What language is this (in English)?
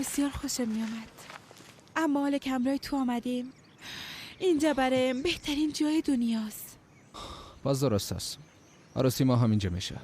Persian